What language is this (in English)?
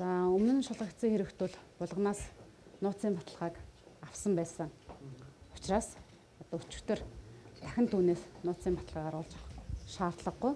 Mongolian